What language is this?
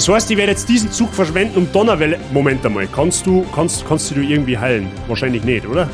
Bavarian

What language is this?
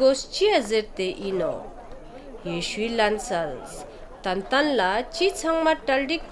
Ladakhi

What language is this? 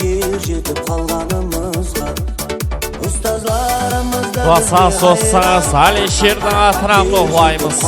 Kara-Kalpak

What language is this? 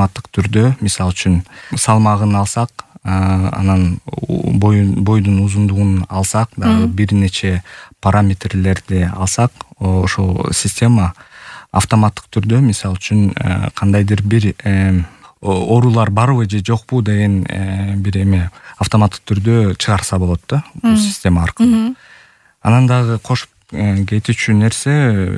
Kyrgyz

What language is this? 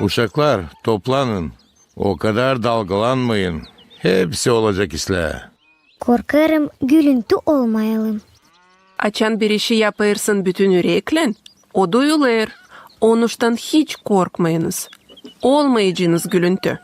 Gagauz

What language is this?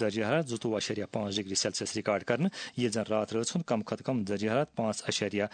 Kashmiri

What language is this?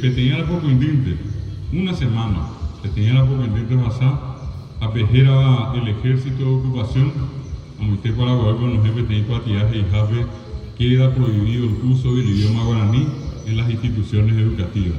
Guarani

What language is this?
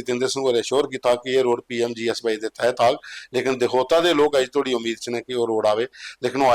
Dogri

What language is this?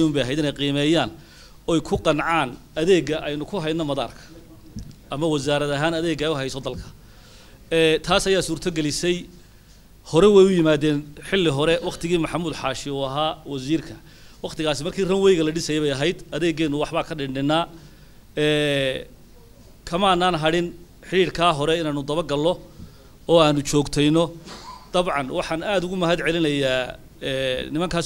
Somali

